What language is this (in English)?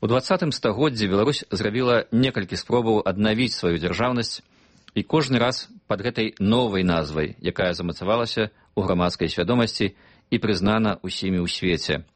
Belarusian